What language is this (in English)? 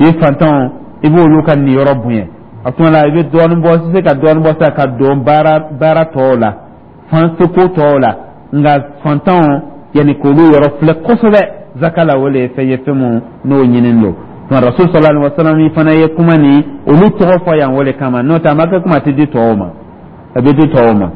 Dyula